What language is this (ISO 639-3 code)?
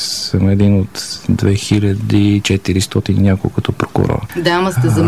bul